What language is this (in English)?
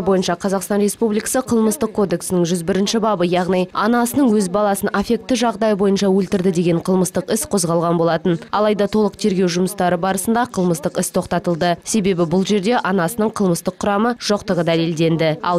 Kazakh